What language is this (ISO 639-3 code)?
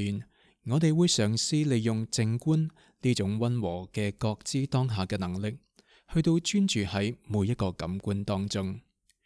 yue